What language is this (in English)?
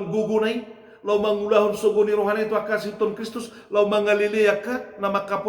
Batak Toba